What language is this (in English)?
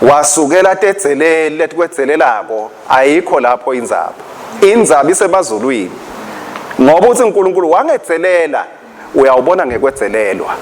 Swati